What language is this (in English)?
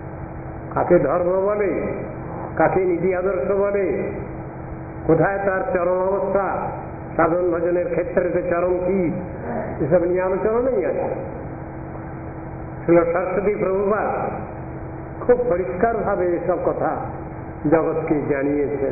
Bangla